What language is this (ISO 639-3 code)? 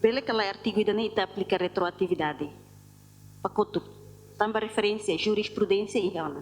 tet